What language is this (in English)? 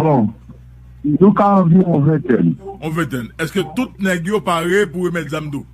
Haitian Creole